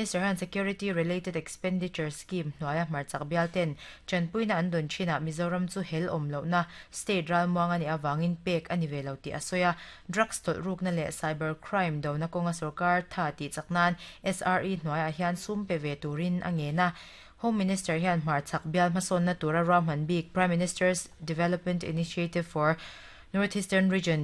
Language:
Mizo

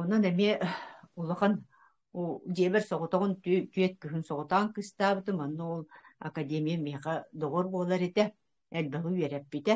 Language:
Yakut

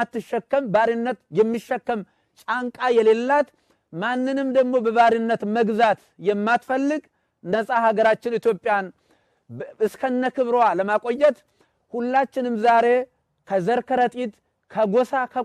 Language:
Amharic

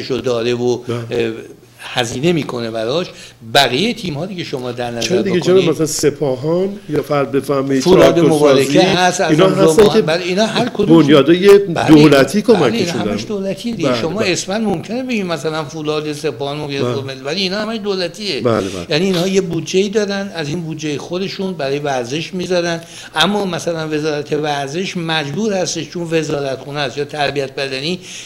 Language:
Persian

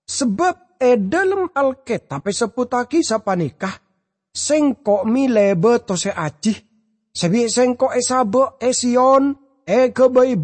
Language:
Madurese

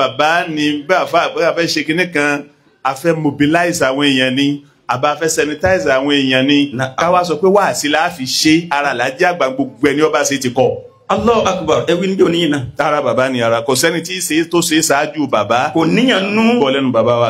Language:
Yoruba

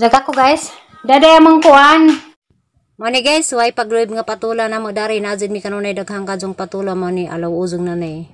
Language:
Cebuano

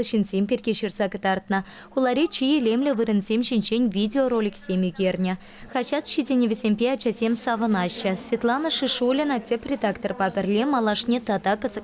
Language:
Chuvash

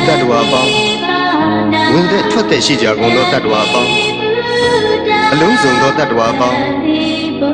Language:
Burmese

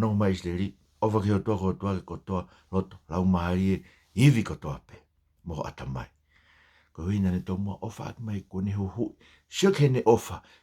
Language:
Tongan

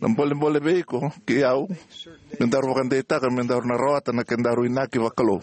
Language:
Fijian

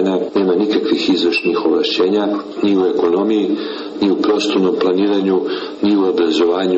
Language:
Serbian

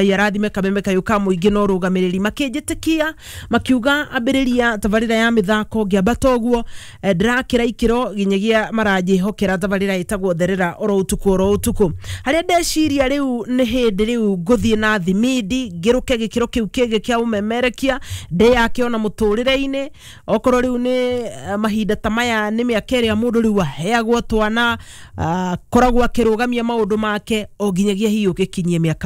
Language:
Kikuyu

